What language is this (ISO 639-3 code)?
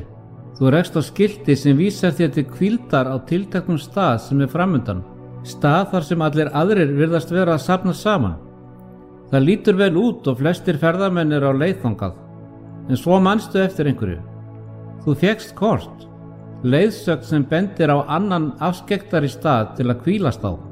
isl